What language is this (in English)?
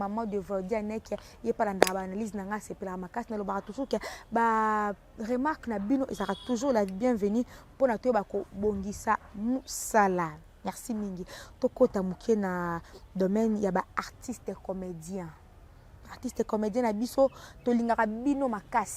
Lingala